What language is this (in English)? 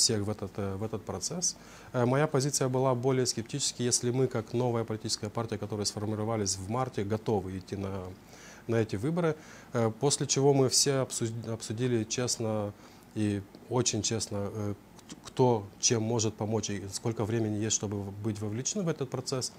Russian